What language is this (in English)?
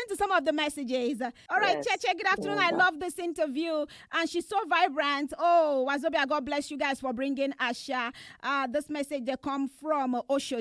Nigerian Pidgin